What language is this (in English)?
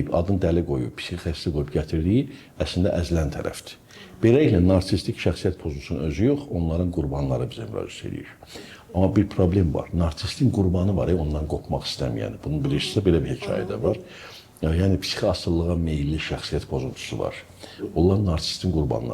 Azerbaijani